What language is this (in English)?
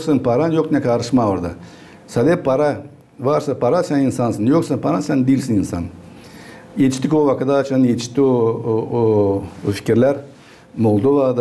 Gagauz